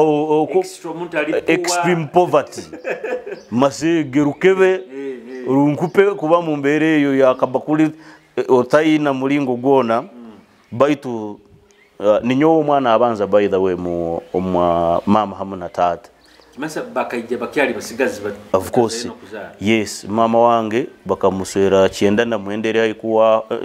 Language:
Nyoro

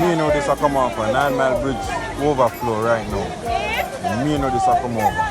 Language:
Jamaican Creole English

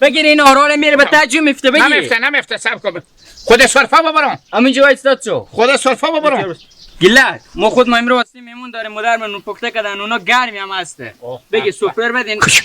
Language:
Hazaragi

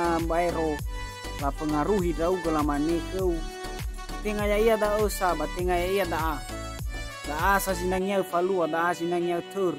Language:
Nias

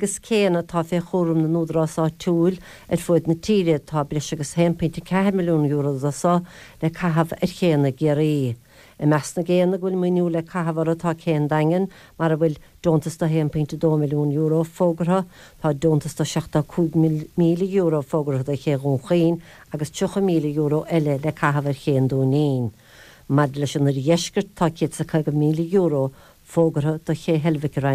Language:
Irish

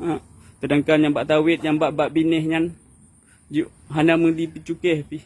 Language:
Achinese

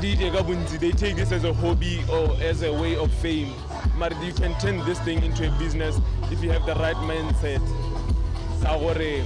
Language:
Tswana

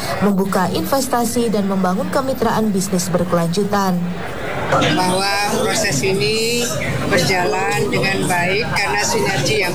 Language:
Indonesian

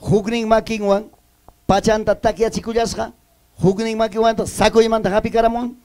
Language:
Ayacucho Quechua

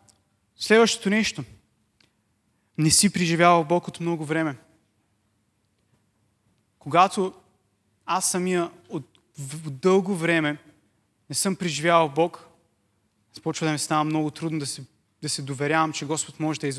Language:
Bulgarian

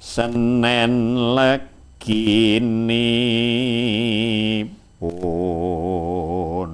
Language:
Javanese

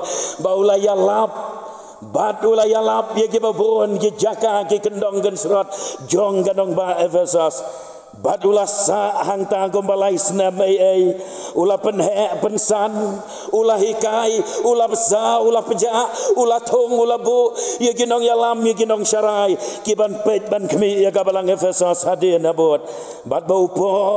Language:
Khasi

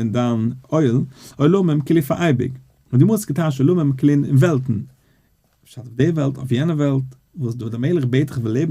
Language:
Yiddish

